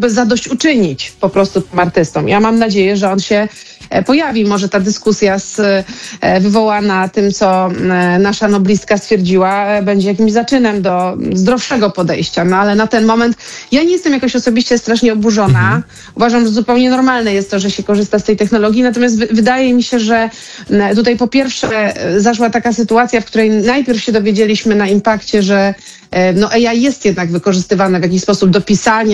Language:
Polish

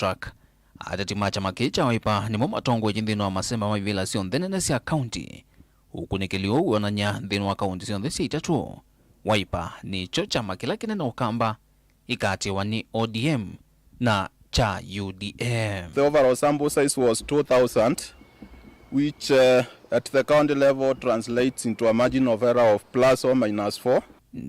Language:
Kamba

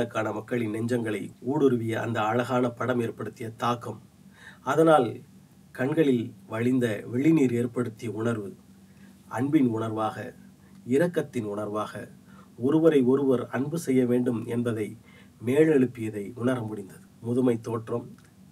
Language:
Tamil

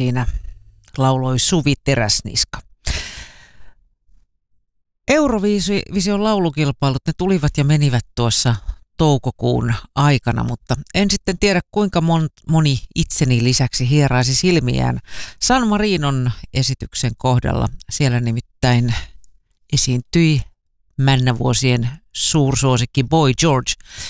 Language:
Finnish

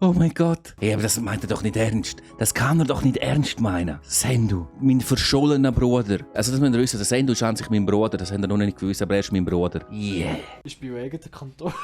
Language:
Swiss German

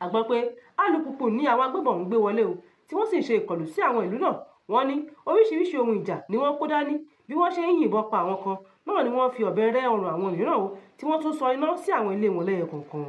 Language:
Yoruba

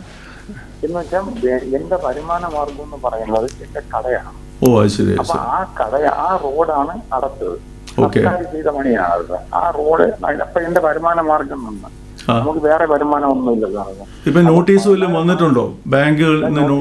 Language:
Malayalam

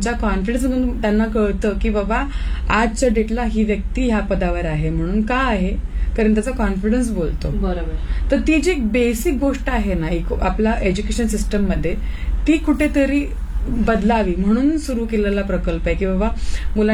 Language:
Marathi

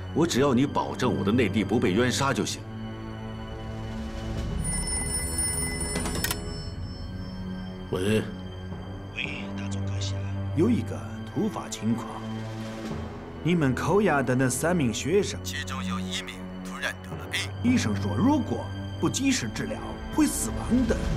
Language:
Chinese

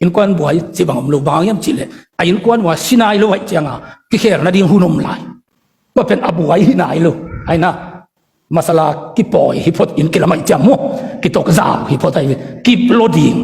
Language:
Tedim Chin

